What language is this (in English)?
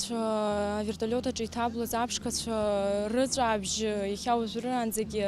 Abkhazian